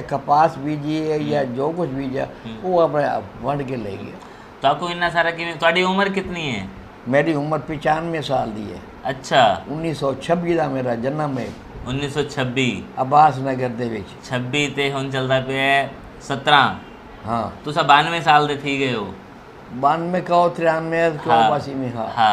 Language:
Saraiki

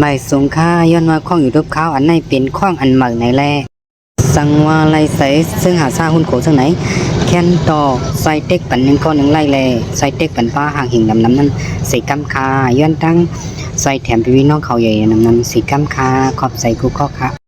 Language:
Shan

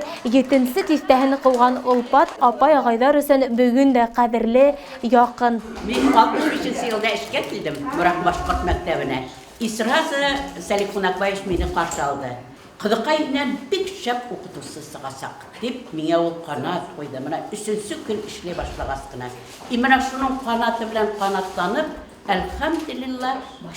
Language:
Bashkir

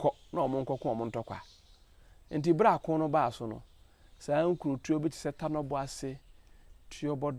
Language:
Akan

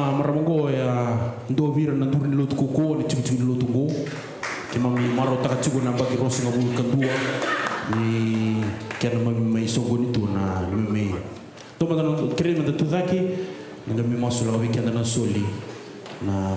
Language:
Fijian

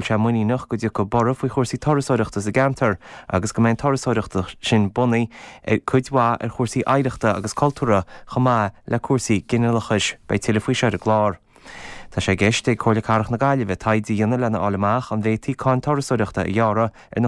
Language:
Irish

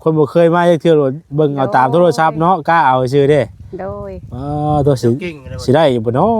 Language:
Lao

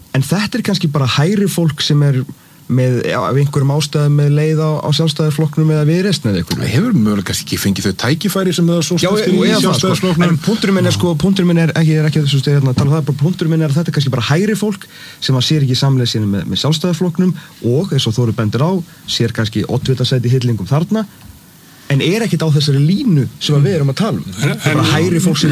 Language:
Icelandic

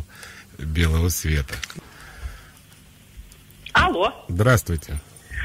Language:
Russian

